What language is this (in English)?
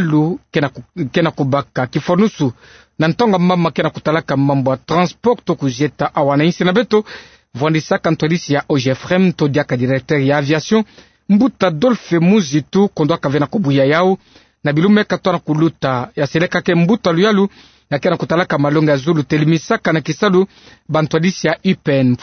Kituba (Democratic Republic of Congo)